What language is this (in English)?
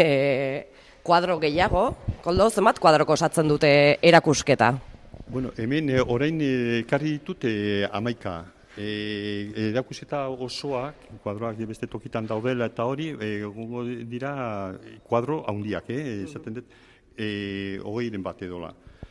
Basque